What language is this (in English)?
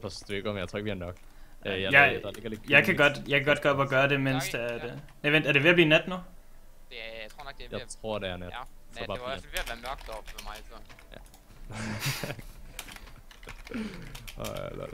Danish